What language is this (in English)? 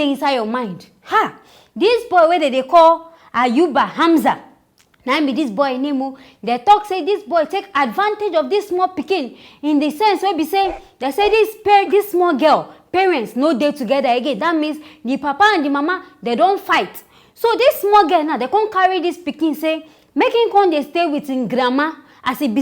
Nigerian Pidgin